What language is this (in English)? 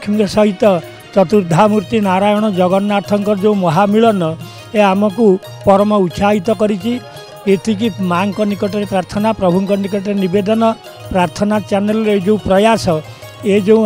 Odia